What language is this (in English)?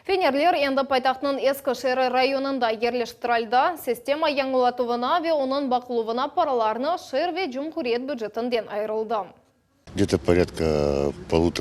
Crimean Tatar